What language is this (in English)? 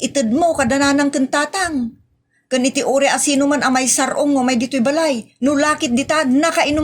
Iloko